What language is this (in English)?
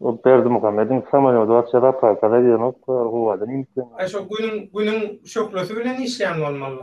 Turkmen